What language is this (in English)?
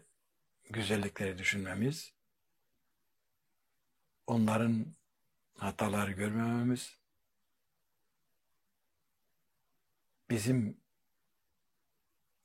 Turkish